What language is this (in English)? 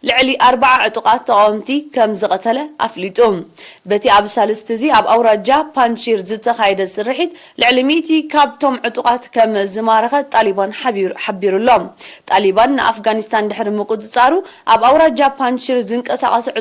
Tigrinya